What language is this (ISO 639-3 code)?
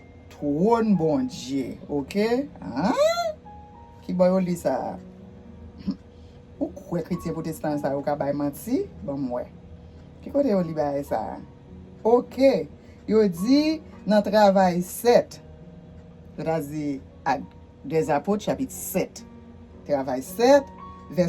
hat